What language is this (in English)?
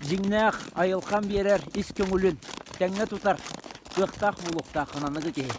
Yakut